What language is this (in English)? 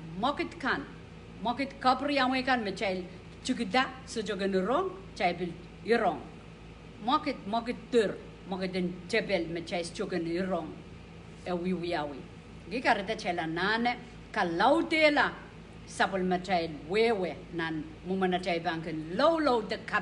Pohnpeian